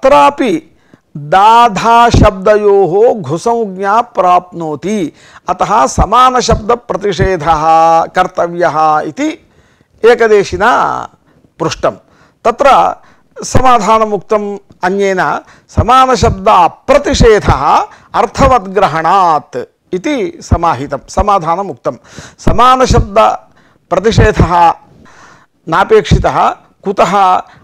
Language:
Sanskrit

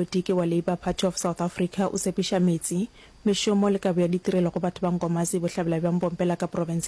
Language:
Northern Sotho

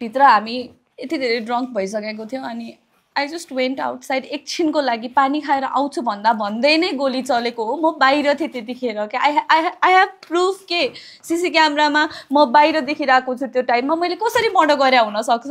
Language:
Nepali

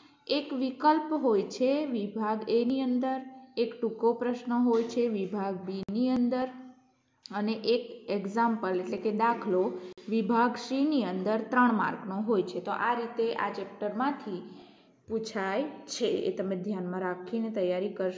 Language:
Gujarati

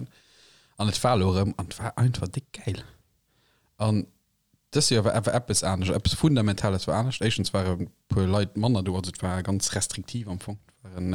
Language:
Luxembourgish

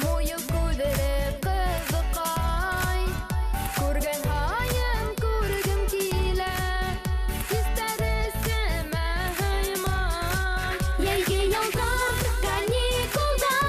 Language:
Bashkir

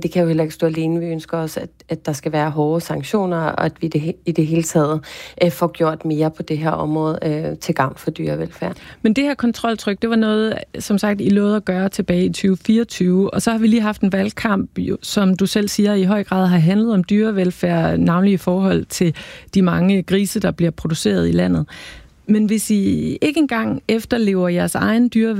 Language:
Danish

